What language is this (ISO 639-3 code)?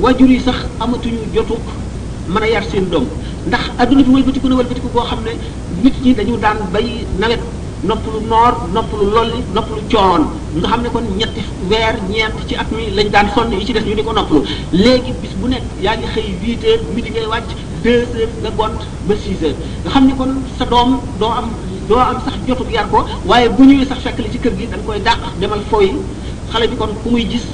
wol